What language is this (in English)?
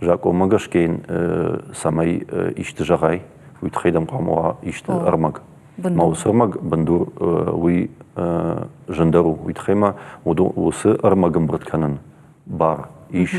Ossetic